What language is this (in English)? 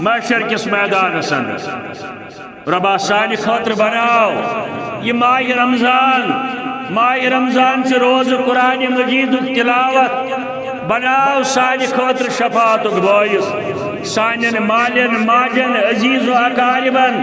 Kashmiri